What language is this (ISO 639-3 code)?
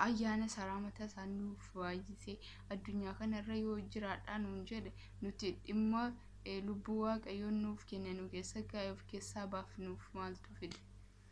orm